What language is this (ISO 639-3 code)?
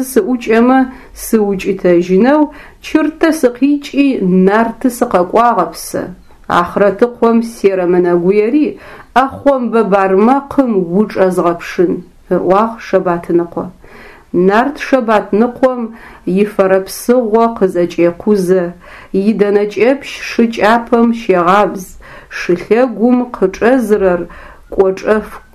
ady